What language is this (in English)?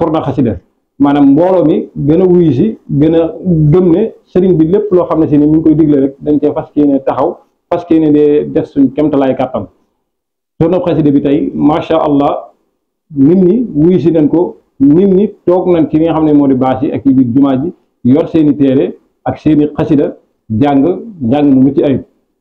Wolof